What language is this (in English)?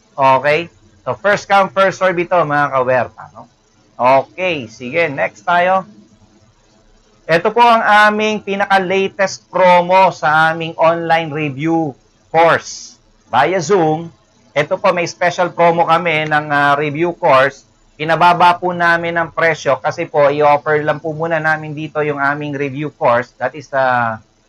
Filipino